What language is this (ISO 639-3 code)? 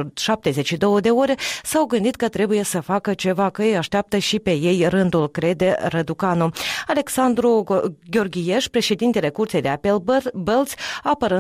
ron